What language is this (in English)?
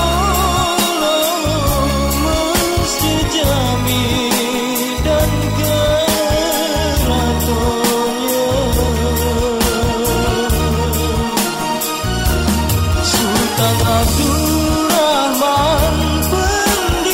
Indonesian